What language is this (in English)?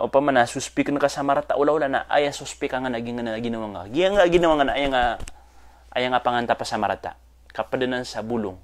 Maranao